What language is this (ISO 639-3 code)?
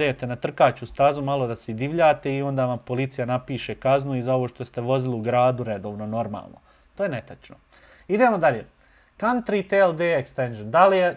bos